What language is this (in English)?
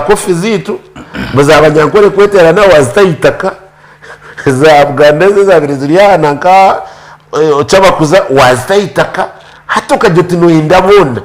Nyankole